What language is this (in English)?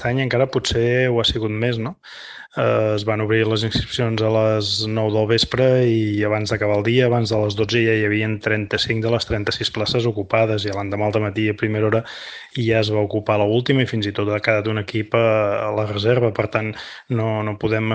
Catalan